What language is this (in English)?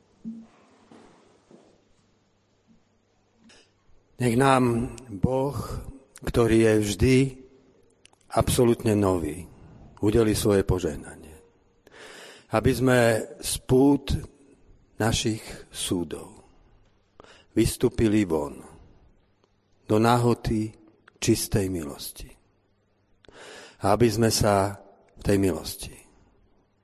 Slovak